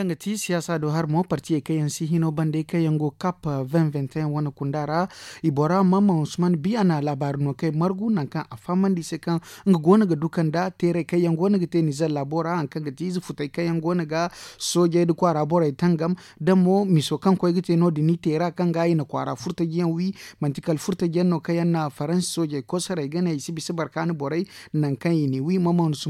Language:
Zarma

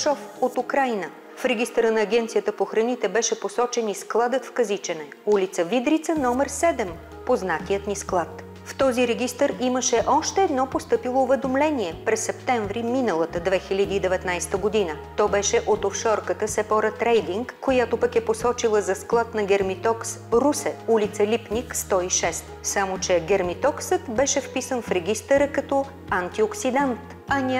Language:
Bulgarian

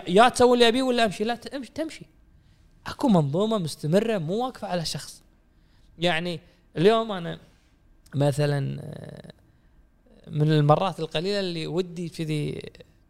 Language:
Gulf Arabic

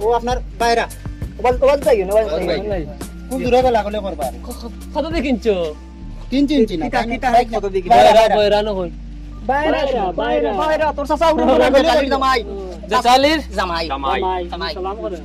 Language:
Sylheti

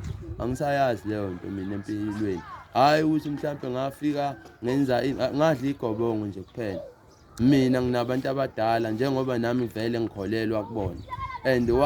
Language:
Zulu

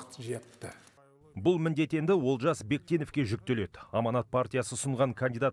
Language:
Kazakh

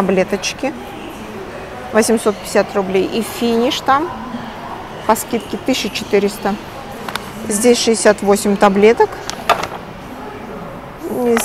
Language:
Russian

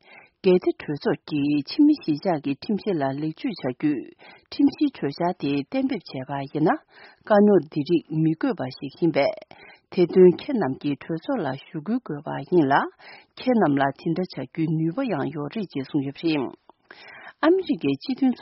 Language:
Tibetan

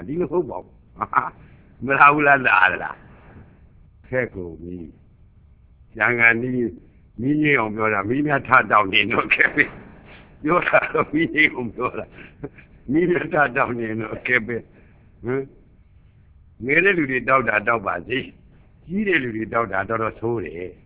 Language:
Burmese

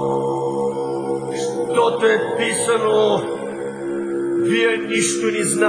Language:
Bulgarian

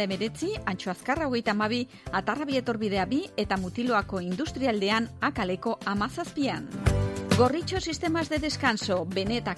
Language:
Basque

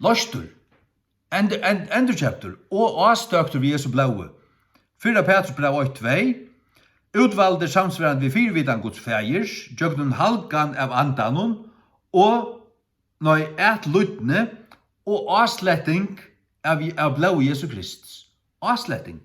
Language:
Faroese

